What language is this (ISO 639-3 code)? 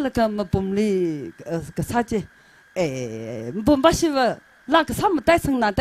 nmf